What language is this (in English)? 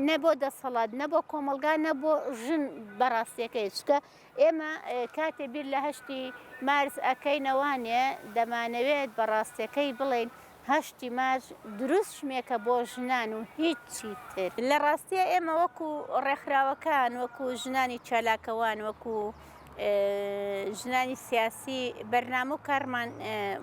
Central Kurdish